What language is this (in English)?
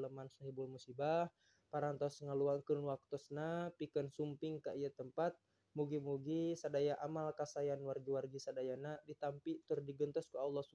Sundanese